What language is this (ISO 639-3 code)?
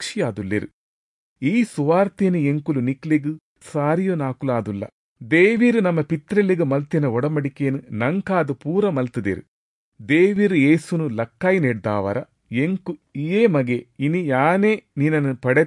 tcy